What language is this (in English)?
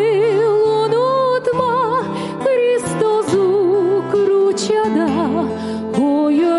Gagauz